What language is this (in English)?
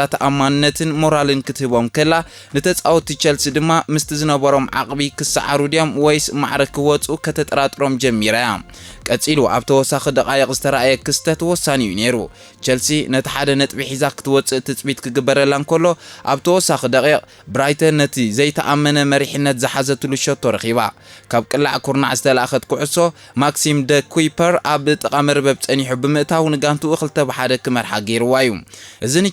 Tigrinya